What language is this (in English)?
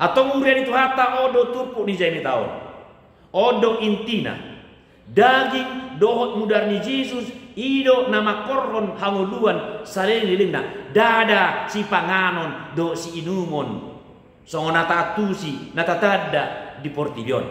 Batak Toba